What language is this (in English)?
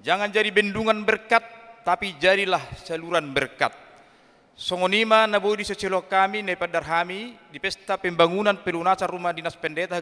Batak Toba